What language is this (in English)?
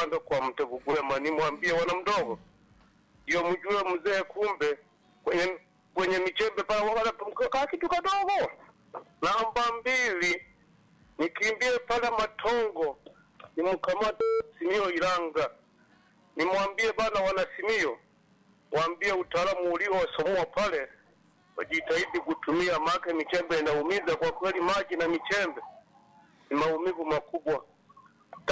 Swahili